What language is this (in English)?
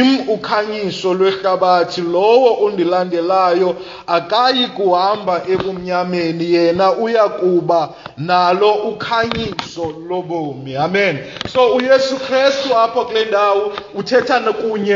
Xhosa